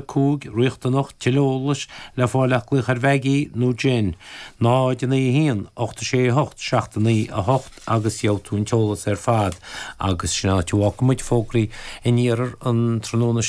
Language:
Irish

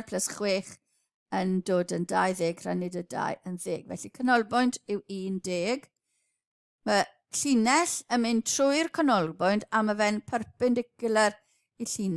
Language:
Welsh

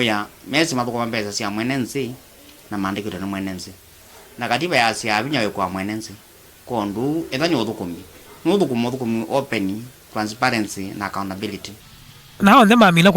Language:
Kamba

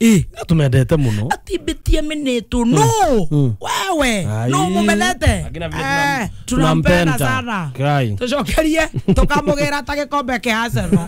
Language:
Kikuyu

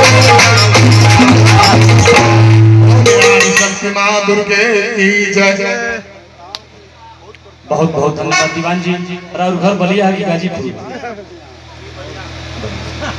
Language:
Bhojpuri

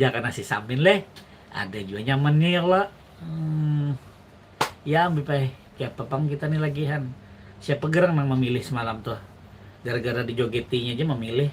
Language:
Banjar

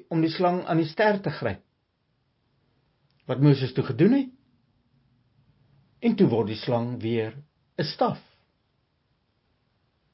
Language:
Afrikaans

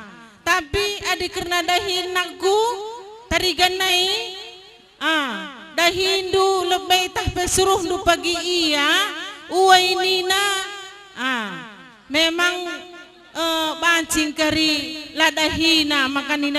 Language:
Batak Karo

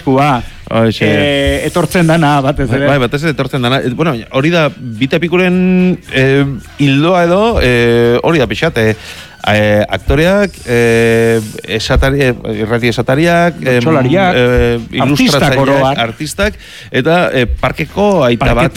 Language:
Basque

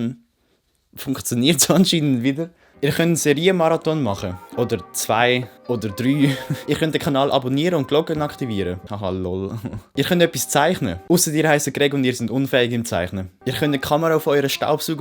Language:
Swiss German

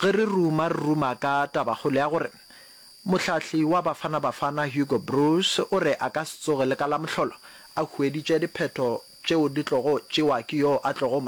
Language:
Northern Sotho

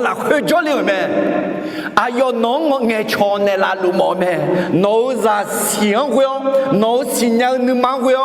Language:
Akha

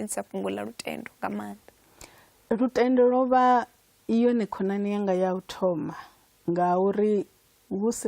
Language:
Venda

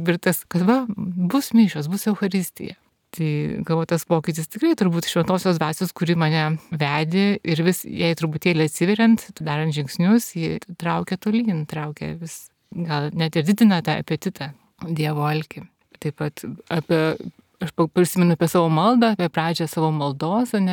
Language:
Lithuanian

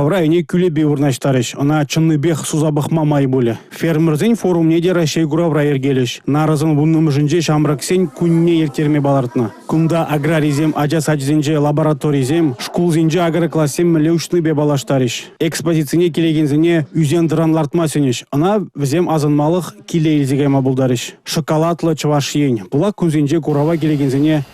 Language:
Chuvash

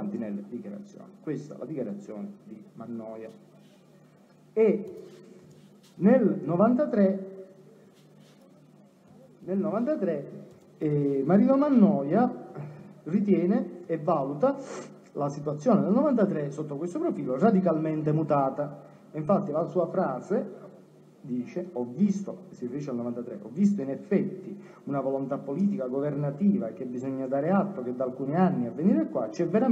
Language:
Italian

